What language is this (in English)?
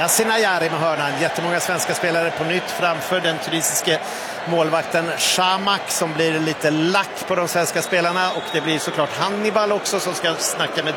Swedish